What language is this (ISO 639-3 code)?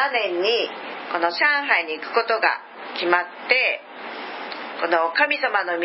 jpn